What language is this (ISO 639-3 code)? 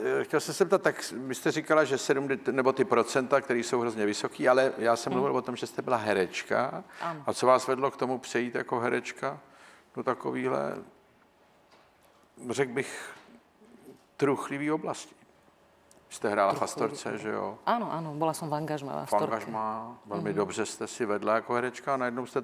ces